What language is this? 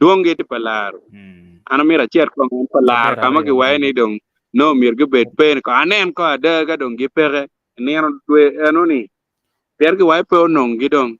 Acoli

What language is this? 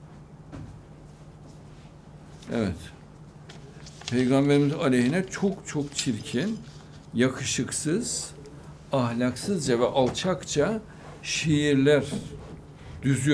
Turkish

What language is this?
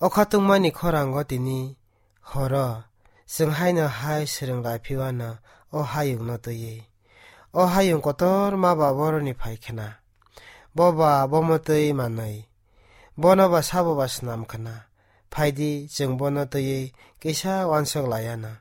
Kok Borok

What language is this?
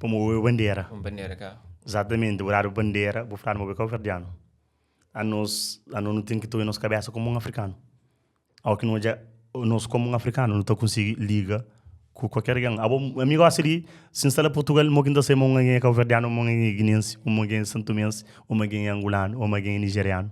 Kabuverdianu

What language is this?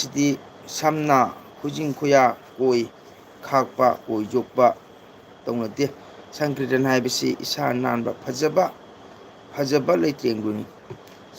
Manipuri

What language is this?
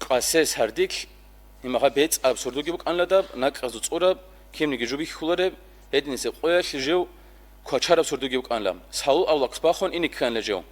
Avaric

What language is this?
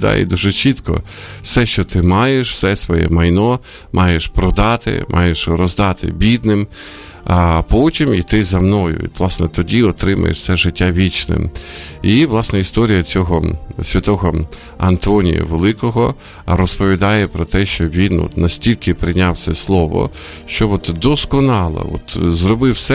Ukrainian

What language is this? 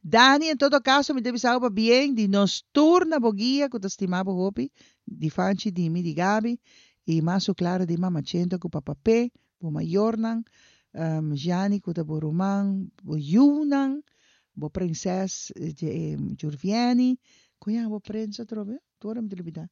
Papiamento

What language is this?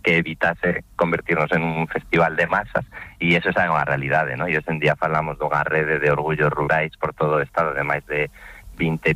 Galician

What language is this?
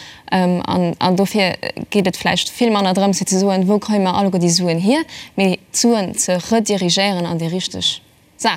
Luxembourgish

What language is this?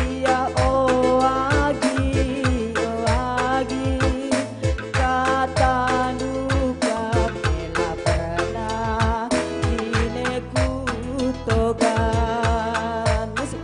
Batak Karo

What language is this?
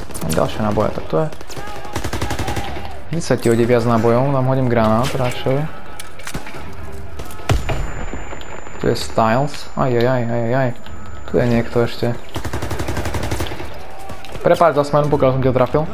Slovak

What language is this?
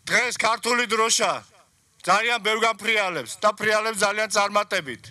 Georgian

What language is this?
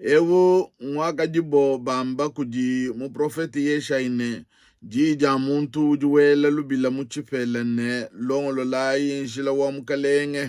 Luba-Lulua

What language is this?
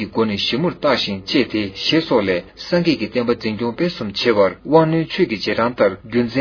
Tibetan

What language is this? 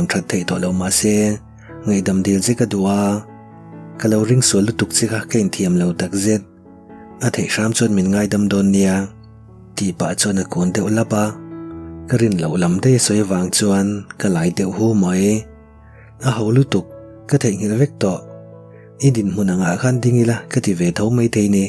Mizo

